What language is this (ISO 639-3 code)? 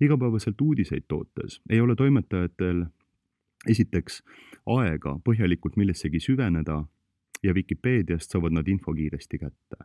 est